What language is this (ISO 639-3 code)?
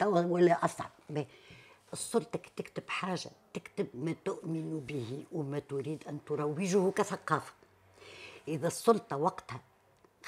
aeb